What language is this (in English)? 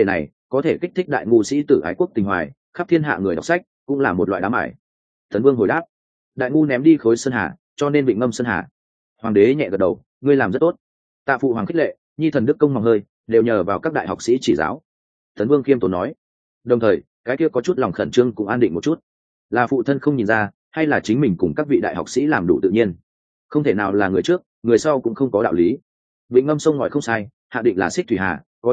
Vietnamese